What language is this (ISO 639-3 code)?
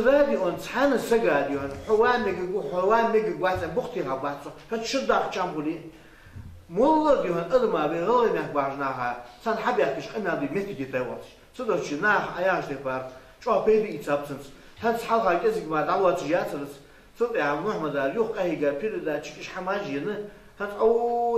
inh